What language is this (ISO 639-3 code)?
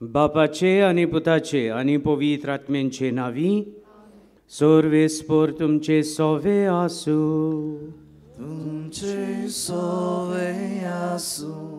kok